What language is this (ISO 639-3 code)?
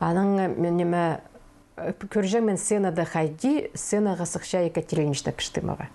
kjh